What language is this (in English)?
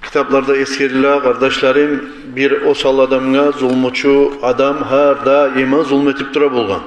Kumyk